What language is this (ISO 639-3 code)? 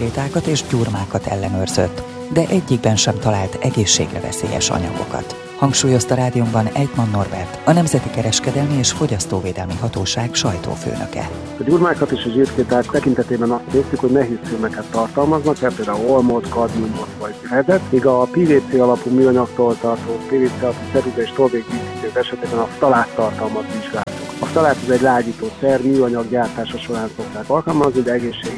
hun